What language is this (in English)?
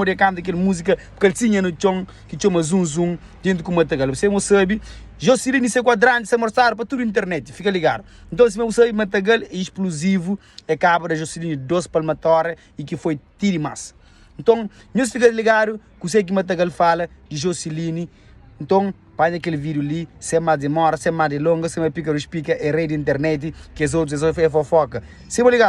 Kabuverdianu